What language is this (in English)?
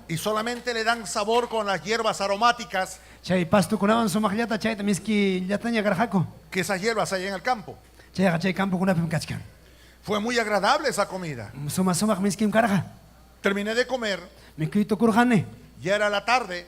Ayacucho Quechua